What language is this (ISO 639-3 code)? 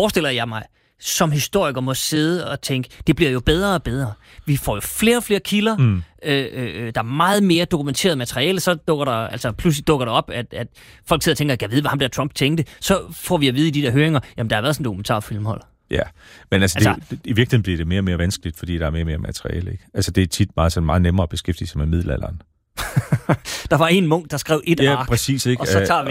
dan